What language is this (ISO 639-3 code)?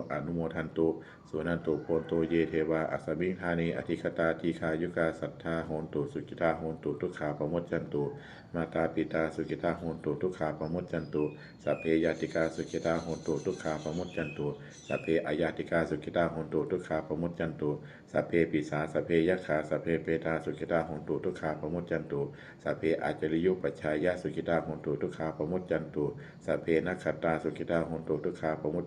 pli